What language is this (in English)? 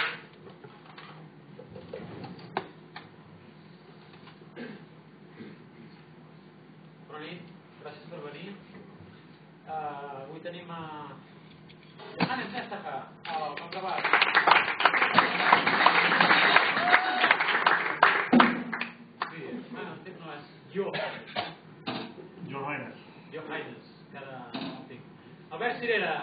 Catalan